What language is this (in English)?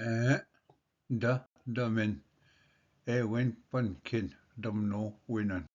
Ojibwa